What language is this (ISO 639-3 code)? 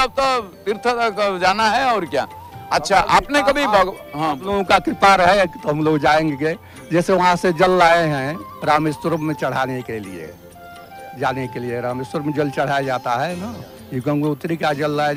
ori